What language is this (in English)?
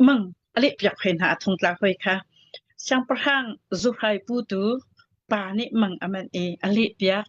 Hakha Chin